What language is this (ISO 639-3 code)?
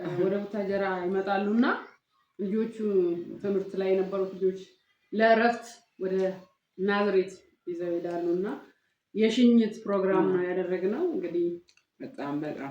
amh